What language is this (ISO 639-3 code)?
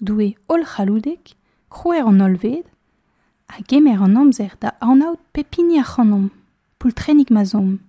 bre